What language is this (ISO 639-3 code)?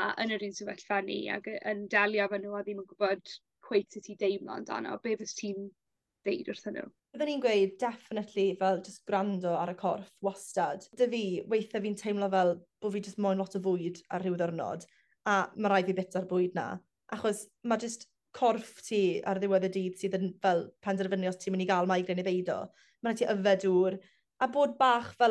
cym